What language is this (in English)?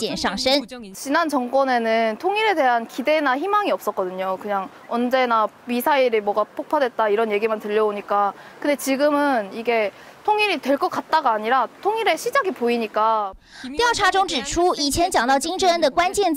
Chinese